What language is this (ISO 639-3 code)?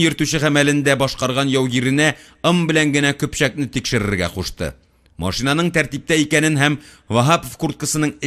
tat